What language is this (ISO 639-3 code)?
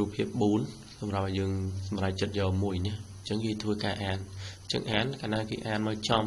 khm